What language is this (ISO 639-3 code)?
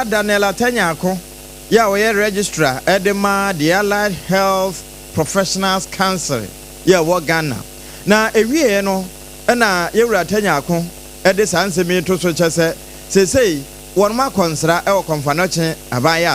aka